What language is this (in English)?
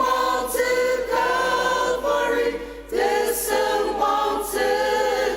Ao Naga